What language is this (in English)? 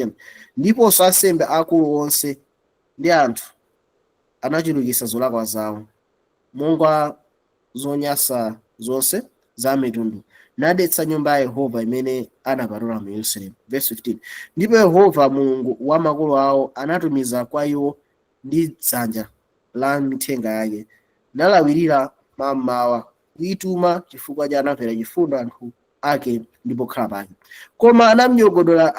Nyanja